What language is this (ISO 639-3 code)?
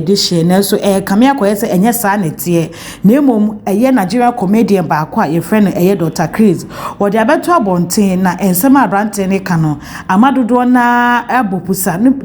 aka